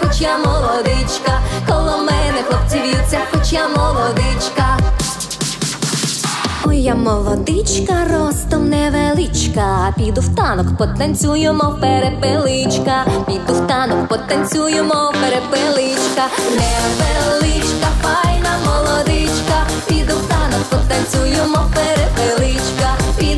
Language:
Ukrainian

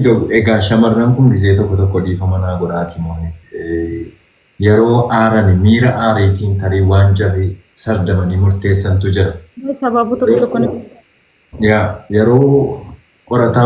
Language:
Oromo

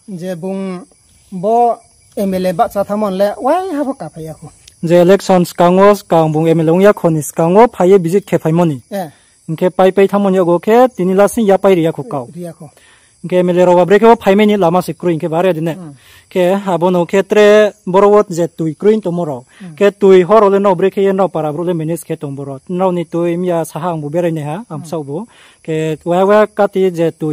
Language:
Riang (India)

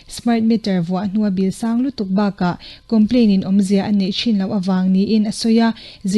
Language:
Mizo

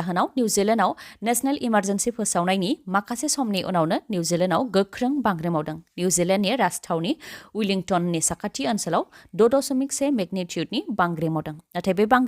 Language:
Bodo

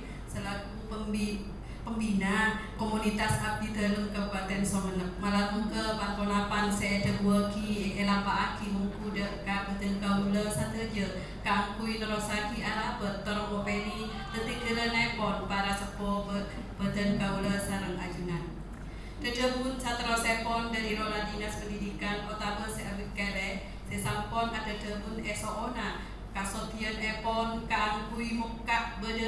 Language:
Madurese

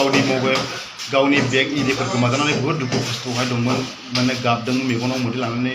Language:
Bodo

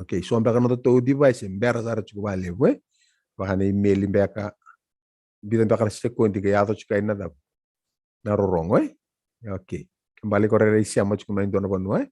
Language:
Fijian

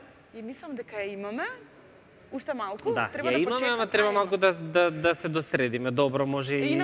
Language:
Macedonian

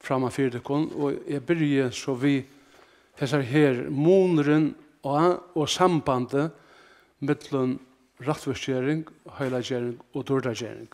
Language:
Faroese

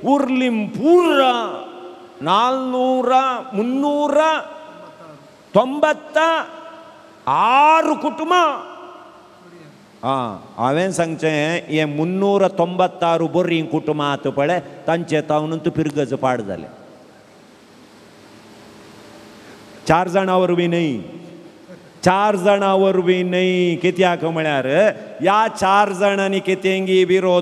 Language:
Konkani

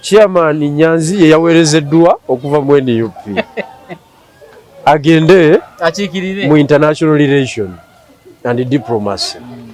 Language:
Ganda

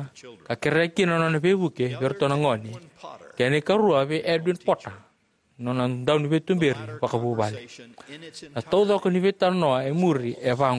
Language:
Fijian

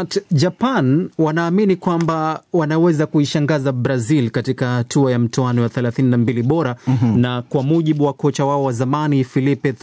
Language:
Swahili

